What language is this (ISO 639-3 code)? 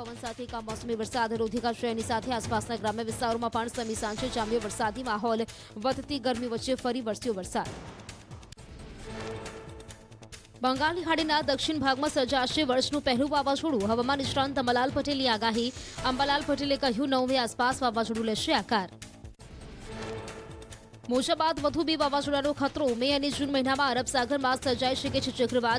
guj